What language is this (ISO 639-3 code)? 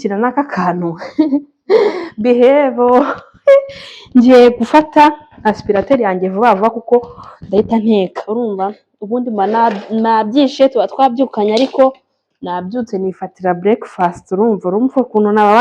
kin